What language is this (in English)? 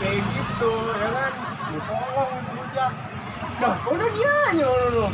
Betawi